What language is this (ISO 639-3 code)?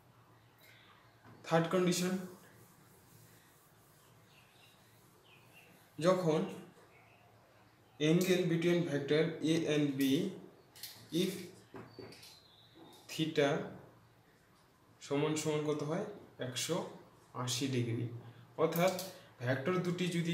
ben